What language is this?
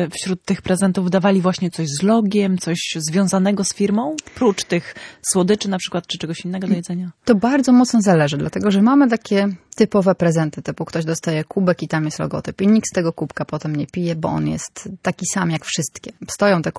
Polish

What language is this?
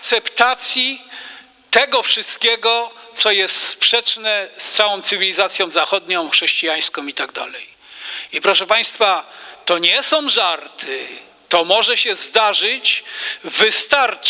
Polish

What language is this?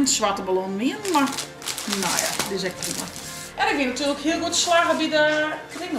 Western Frisian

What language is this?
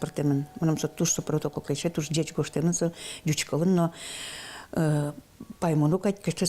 Udmurt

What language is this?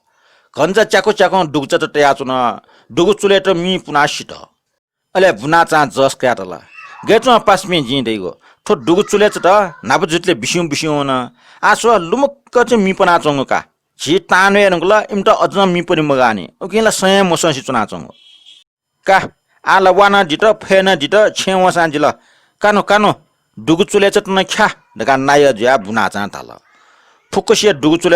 Newari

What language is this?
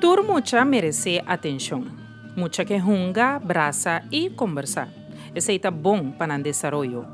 Papiamento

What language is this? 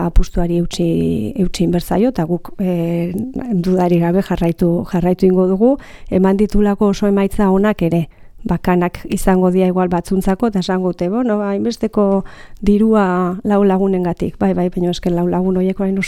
Basque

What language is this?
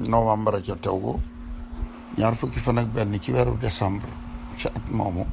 Wolof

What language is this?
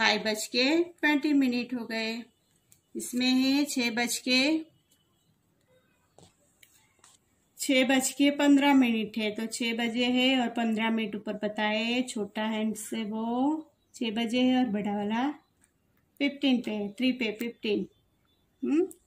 Hindi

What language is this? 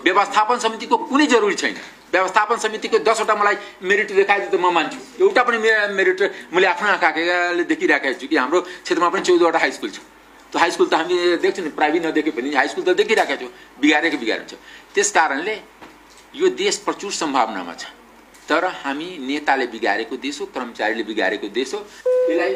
Nepali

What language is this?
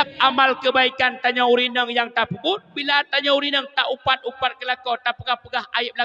Achinese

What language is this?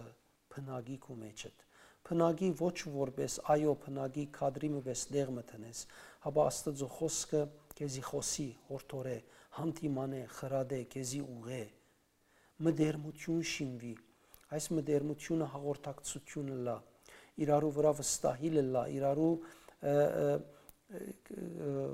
Western Armenian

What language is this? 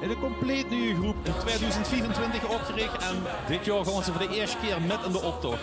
Limburgish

